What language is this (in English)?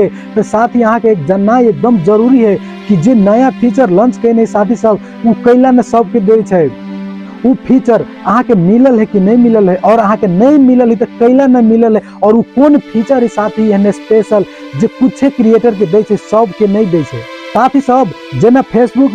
Maithili